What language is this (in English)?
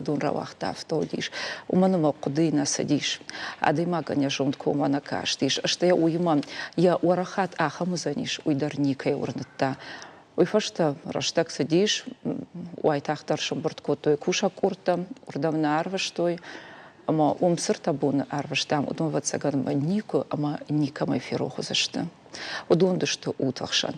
Ossetic